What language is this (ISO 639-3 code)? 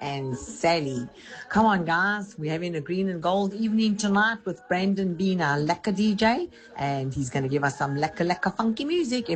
eng